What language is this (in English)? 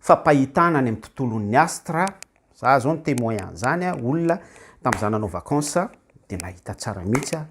Malagasy